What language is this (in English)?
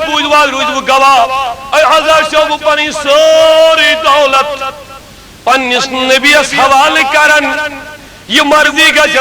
Kashmiri